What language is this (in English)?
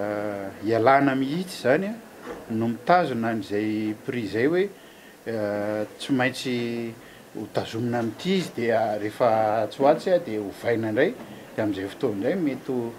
Malagasy